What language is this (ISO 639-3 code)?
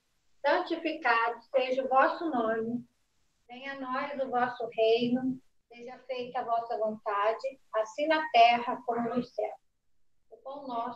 por